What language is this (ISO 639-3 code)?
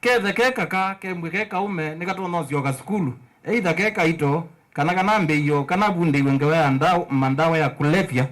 kam